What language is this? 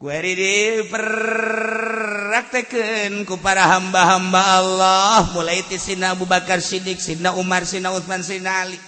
Sundanese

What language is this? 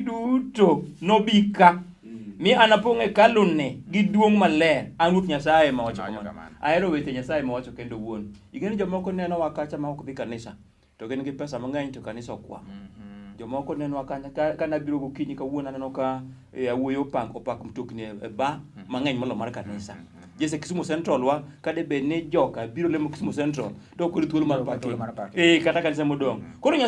Luo (Kenya and Tanzania)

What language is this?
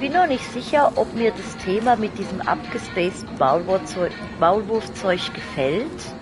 Swiss German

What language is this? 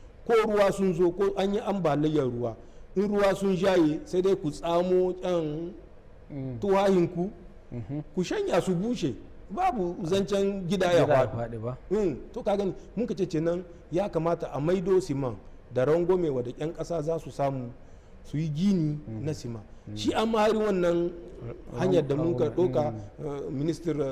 Hausa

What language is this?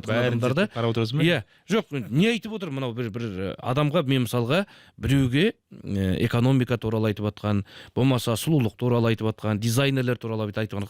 Kazakh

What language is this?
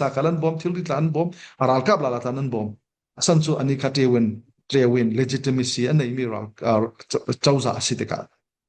Falam Chin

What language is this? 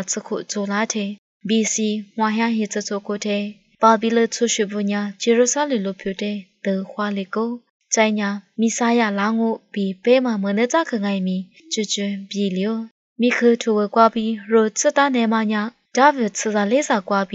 Lisu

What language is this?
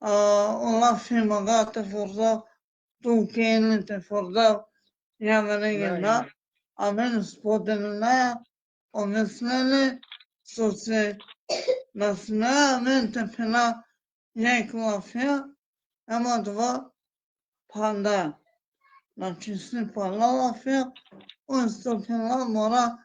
Balkan Romani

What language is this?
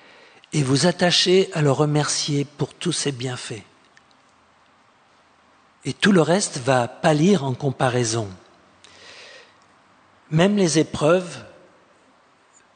French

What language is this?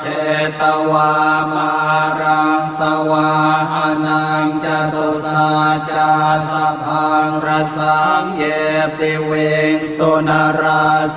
Pali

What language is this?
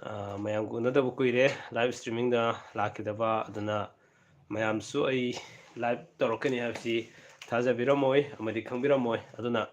Manipuri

